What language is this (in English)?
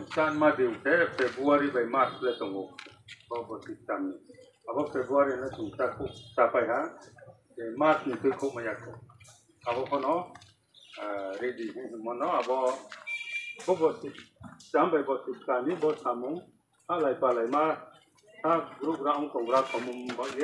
Riang (India)